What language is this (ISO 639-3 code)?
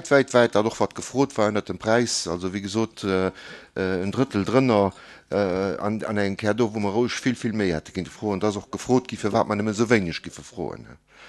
ltz